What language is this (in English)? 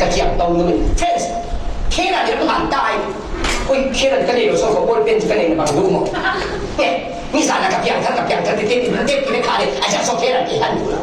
Falam Chin